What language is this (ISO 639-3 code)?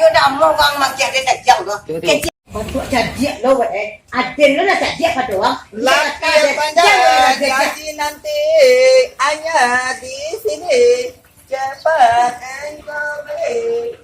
min